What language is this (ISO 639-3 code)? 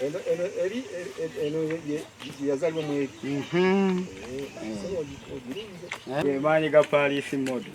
lug